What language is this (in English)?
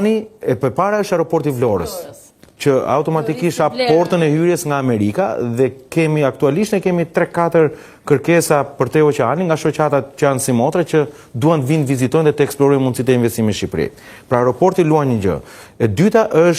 Albanian